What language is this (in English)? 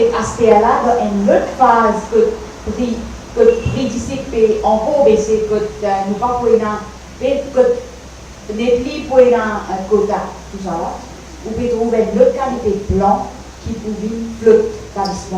Morisyen